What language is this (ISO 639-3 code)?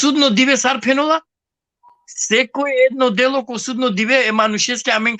rmn